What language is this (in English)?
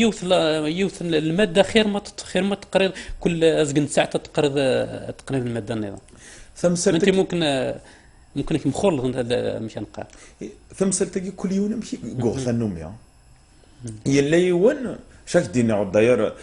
Kabyle